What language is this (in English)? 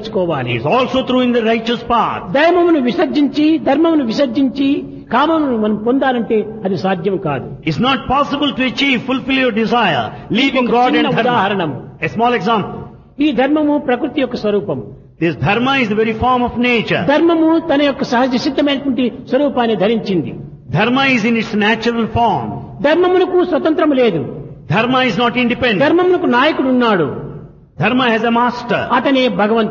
Telugu